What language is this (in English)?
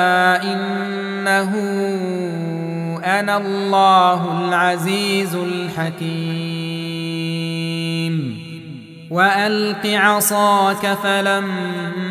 Arabic